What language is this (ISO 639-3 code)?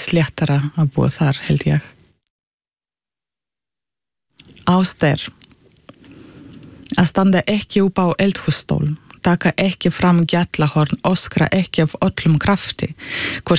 isl